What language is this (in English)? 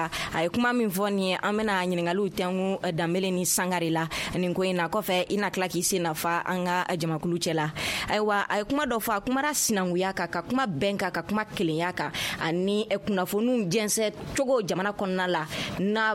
Bambara